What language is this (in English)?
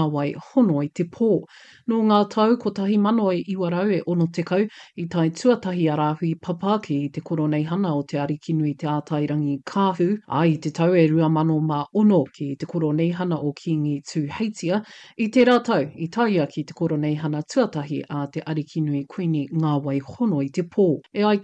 Māori